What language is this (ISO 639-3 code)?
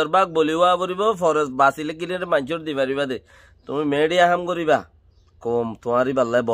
rhg